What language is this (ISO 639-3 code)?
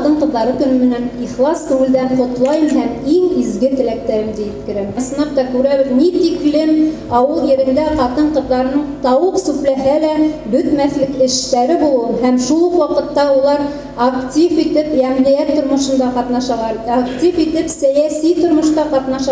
bak